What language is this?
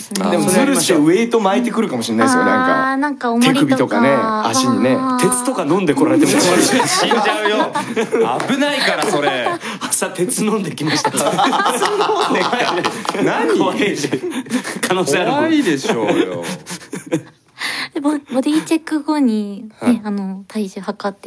Japanese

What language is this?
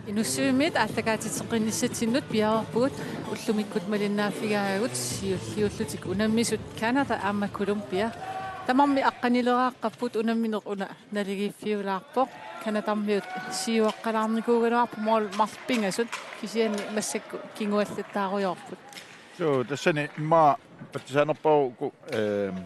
Kalaallisut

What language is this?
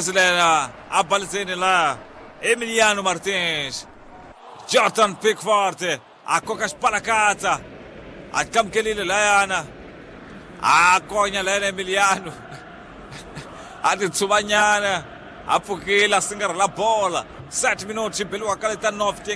Tsonga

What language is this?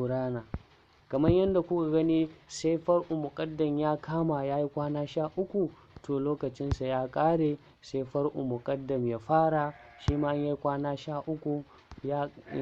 Hausa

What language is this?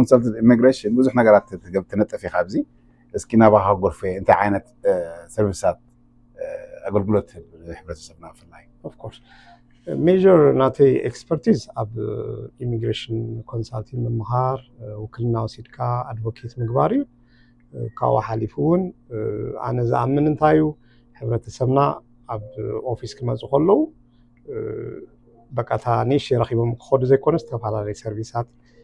Tigrinya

